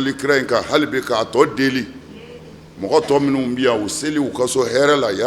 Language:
Bambara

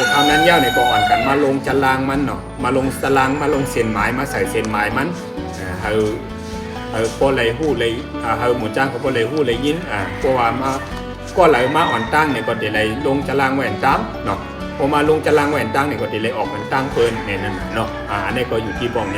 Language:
Shan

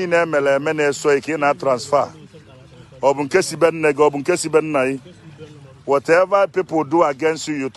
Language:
Igbo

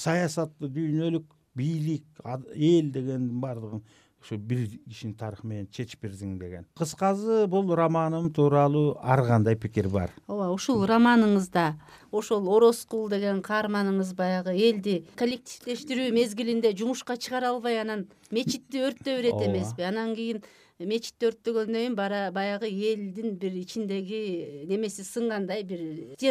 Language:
Kyrgyz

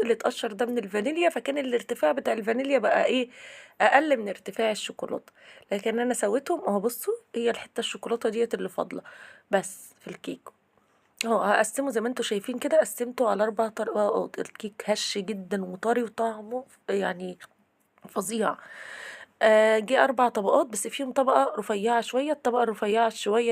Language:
Egyptian Arabic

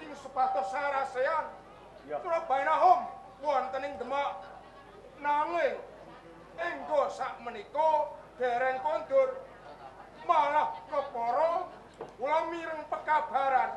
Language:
Javanese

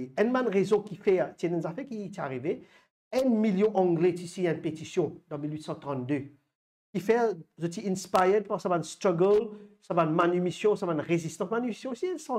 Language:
Morisyen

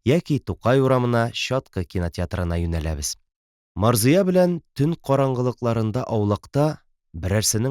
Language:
Tatar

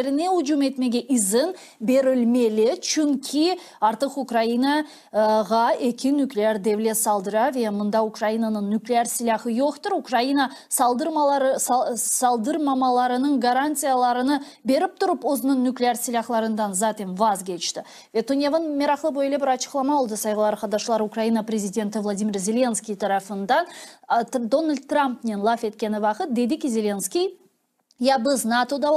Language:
Crimean Tatar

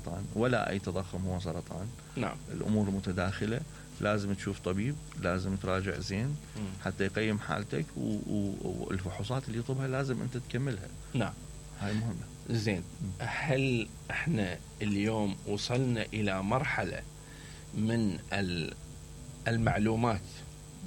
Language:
Mesopotamian Arabic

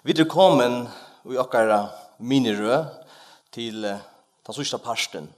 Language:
Faroese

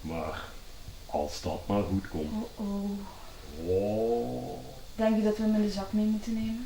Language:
Limburgish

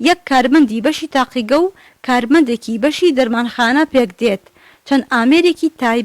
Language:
Central Kurdish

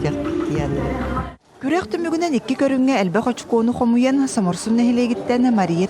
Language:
Yakut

